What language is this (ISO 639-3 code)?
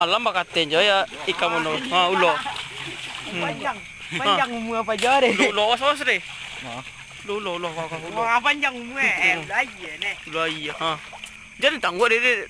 min